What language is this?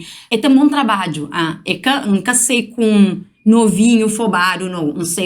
Kabuverdianu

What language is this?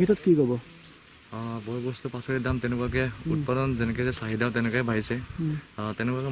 Assamese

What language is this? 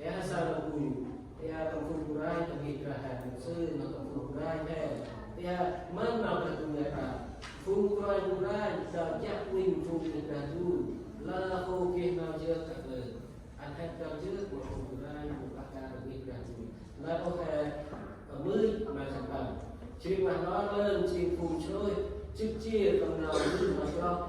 Central Mnong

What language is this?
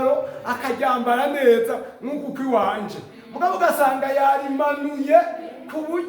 Rundi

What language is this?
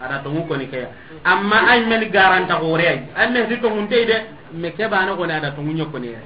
Soninke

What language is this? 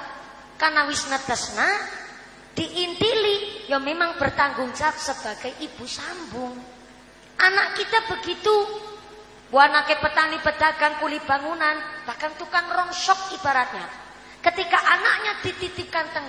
Javanese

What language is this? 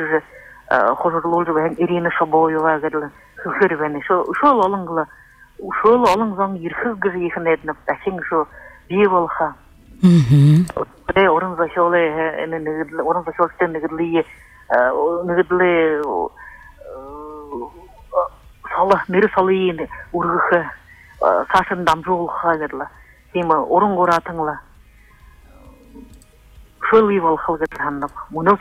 Buriat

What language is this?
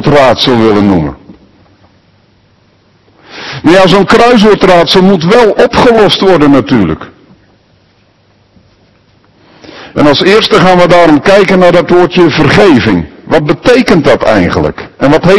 Dutch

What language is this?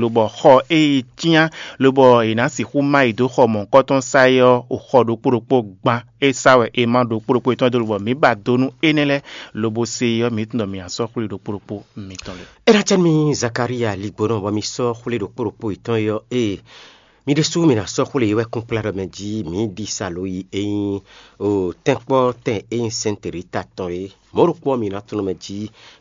Fon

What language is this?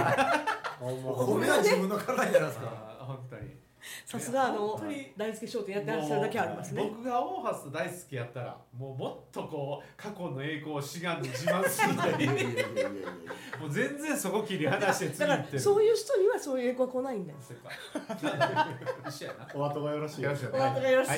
Japanese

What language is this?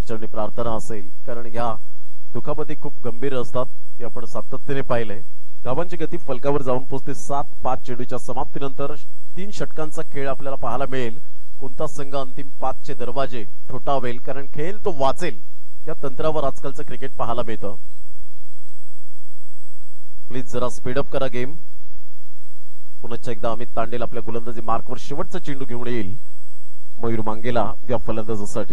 Marathi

